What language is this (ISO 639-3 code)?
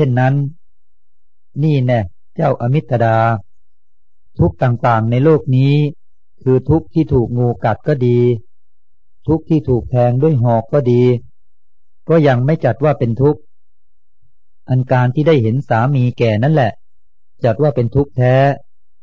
tha